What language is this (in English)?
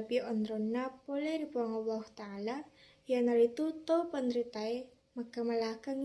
Buginese